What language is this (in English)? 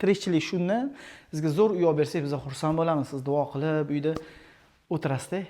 Uzbek